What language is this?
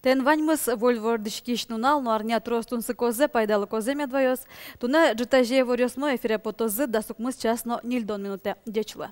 Udmurt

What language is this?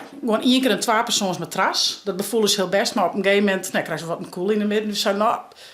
Western Frisian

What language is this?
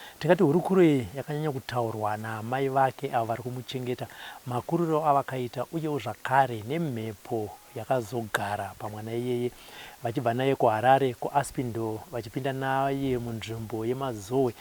Shona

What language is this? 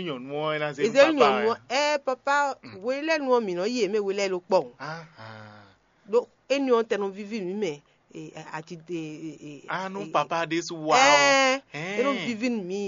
Fon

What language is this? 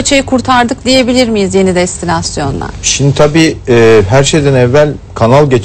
Turkish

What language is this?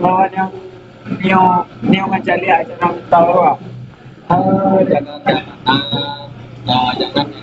Minangkabau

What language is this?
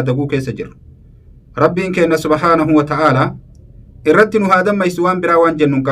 Oromo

